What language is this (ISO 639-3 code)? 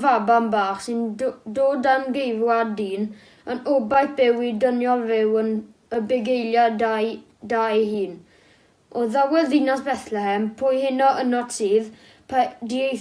cym